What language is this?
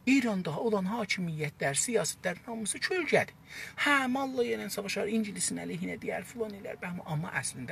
South Azerbaijani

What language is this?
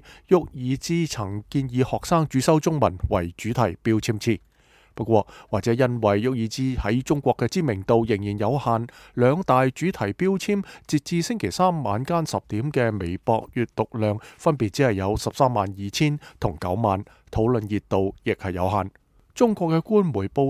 Cantonese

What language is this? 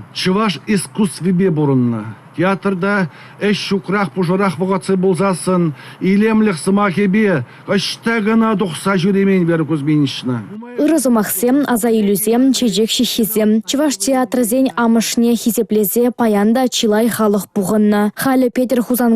Chuvash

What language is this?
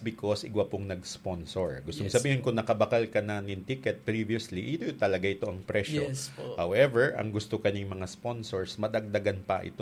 Bikol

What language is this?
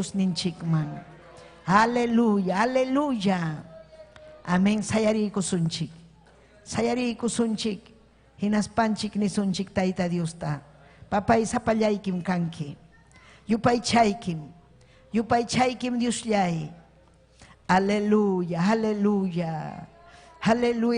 Ayacucho Quechua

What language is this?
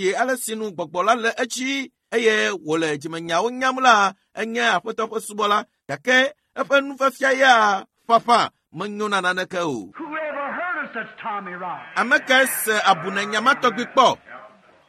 Ewe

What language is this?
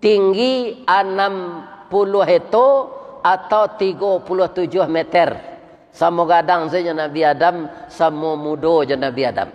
Minangkabau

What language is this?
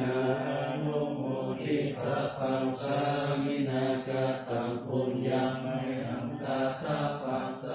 Pali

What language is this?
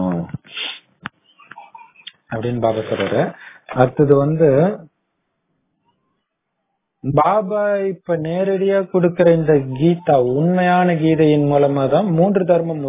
Tamil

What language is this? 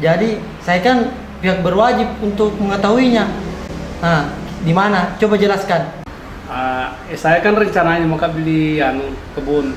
Makassar Malay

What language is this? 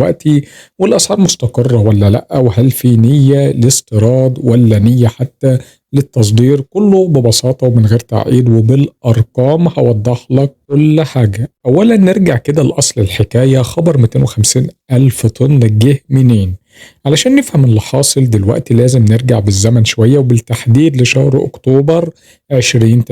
Egyptian Arabic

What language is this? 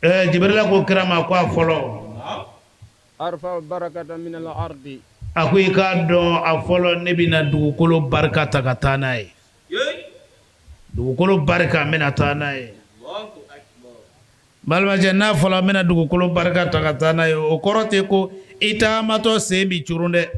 Bambara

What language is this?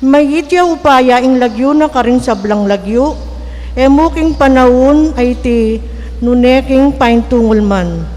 Pampanga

